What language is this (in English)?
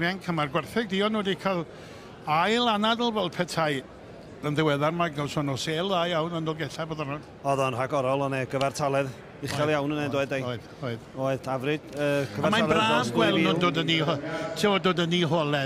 Welsh